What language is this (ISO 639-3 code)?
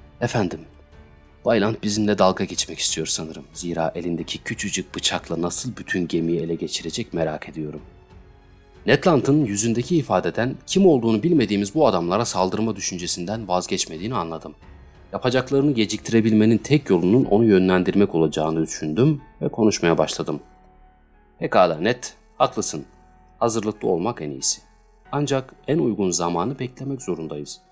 tur